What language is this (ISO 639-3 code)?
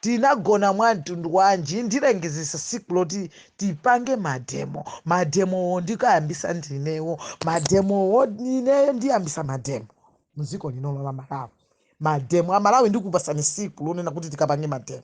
nya